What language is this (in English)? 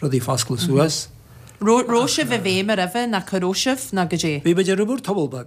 Irish